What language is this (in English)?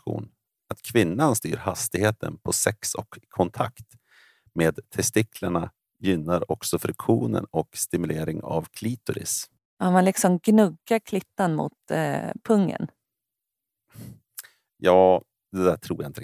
Swedish